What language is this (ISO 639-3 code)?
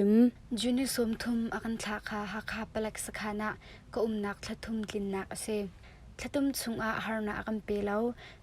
cnh